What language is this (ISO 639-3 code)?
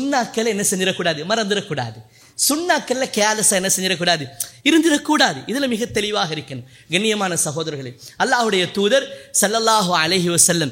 tam